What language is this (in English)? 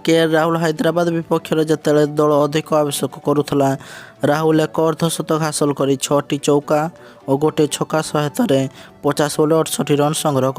Odia